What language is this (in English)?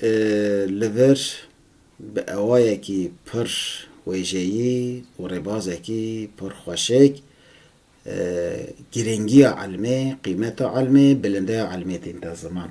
Kurdish